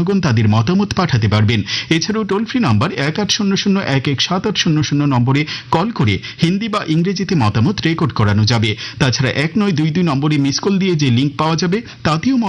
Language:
Bangla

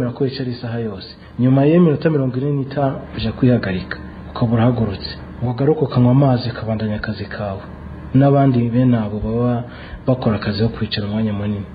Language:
Rundi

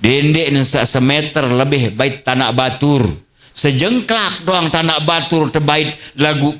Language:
Sasak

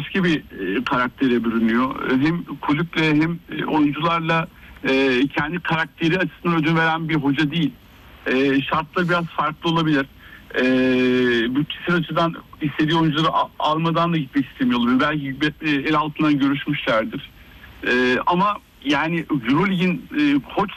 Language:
Turkish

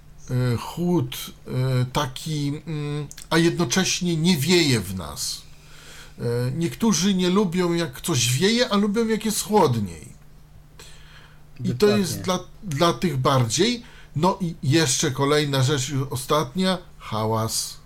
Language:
Polish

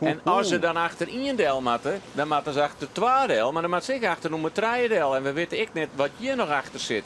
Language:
Western Frisian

